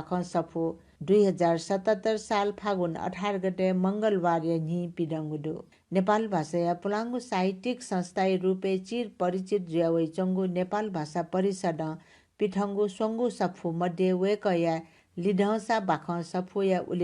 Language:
Newari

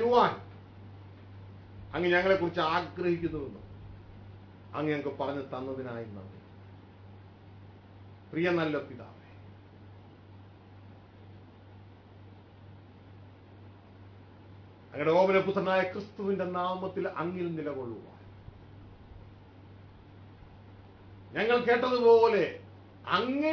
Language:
Malayalam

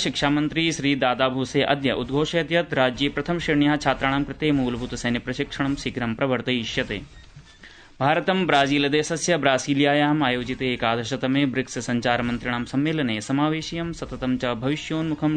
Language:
Sanskrit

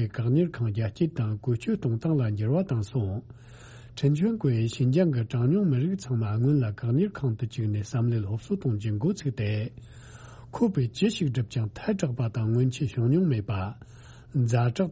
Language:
Tibetan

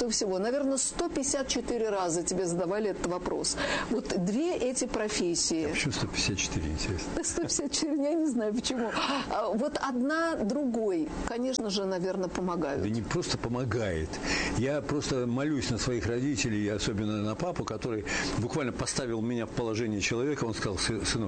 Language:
Russian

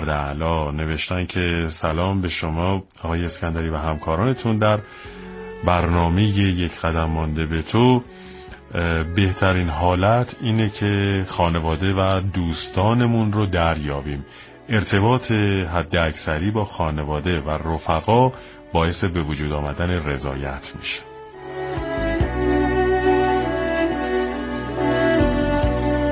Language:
Persian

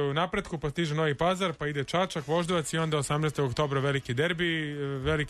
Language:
Serbian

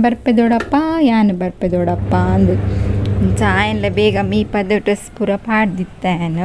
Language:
Tulu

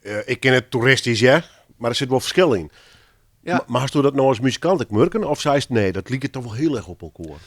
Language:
Western Frisian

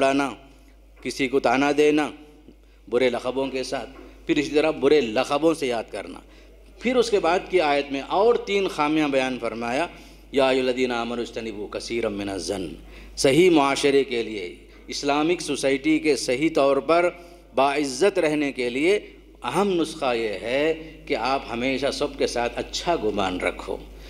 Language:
Urdu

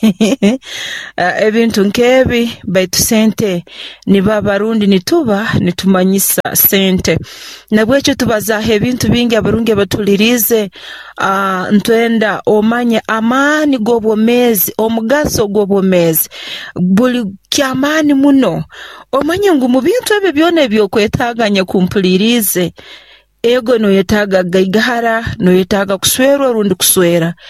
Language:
Nyoro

